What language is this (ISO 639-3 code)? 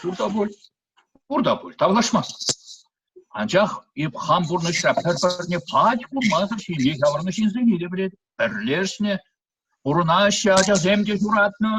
chv